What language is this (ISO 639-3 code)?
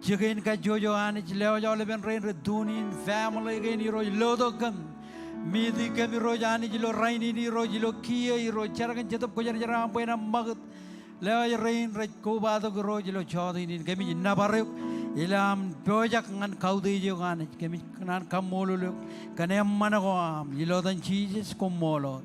mah